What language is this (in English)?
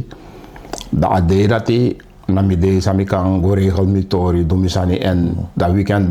Sranan Tongo